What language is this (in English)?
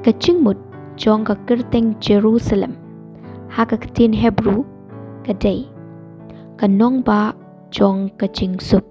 Khasi